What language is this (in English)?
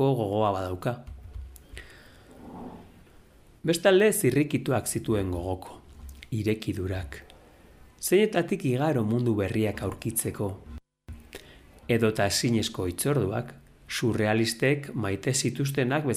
Basque